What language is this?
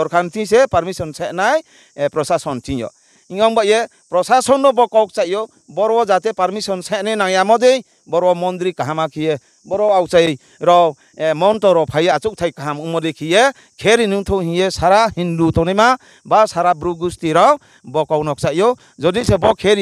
Riang (India)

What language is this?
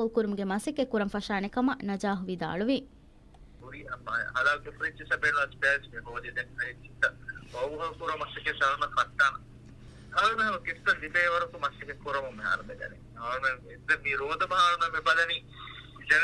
Divehi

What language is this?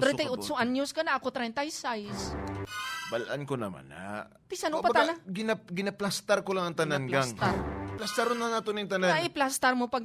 Hiligaynon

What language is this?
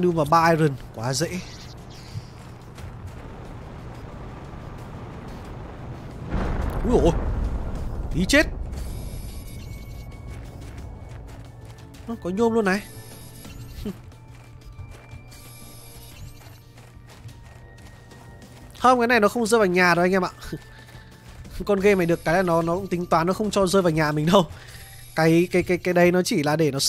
Vietnamese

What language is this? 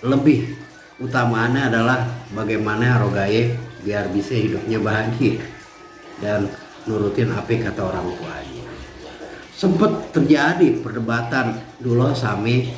Betawi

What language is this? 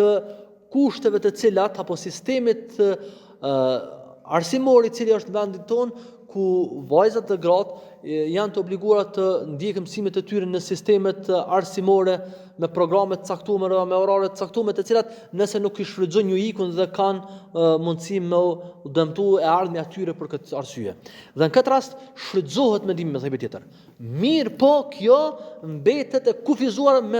Albanian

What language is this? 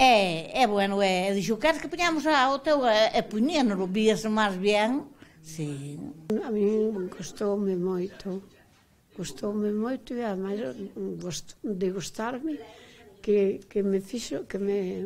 Galician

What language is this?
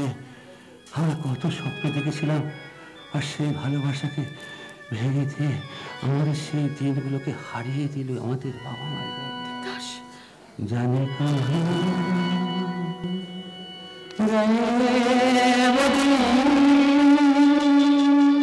Bangla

